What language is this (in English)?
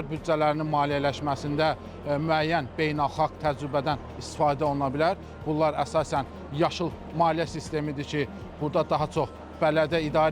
Azerbaijani